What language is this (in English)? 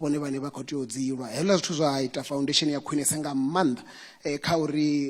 Venda